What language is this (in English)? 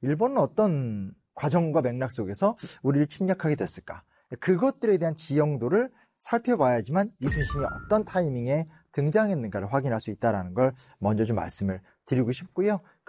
Korean